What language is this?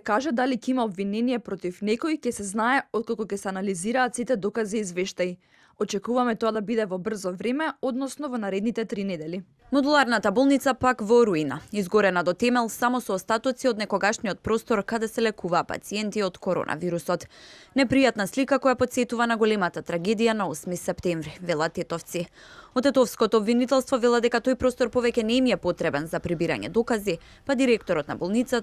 Macedonian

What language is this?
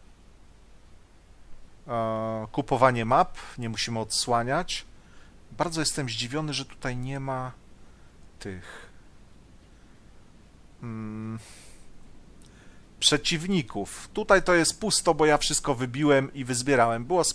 Polish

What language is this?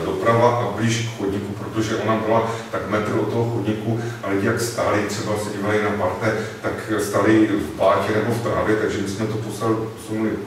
Czech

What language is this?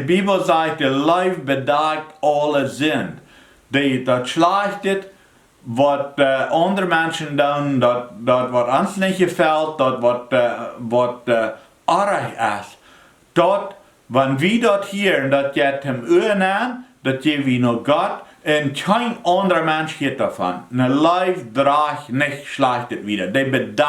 Plautdietsch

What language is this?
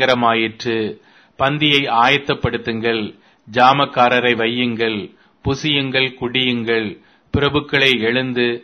Tamil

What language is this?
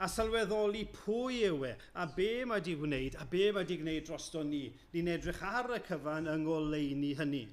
Welsh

